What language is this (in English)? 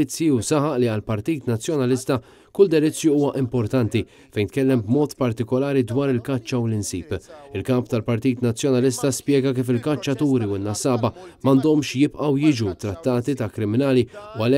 Maltese